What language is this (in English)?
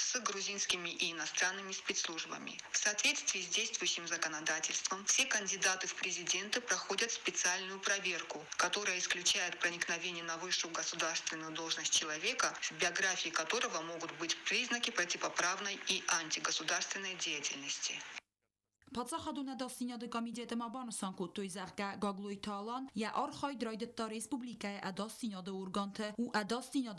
Ossetic